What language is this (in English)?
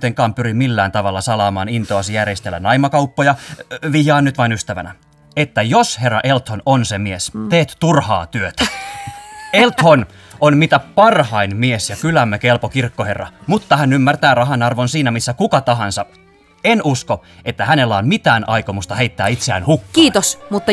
Finnish